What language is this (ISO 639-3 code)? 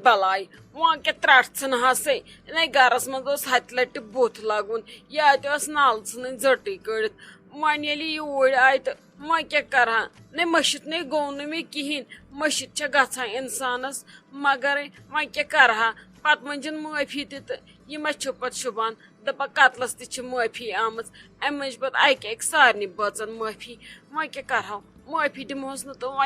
kas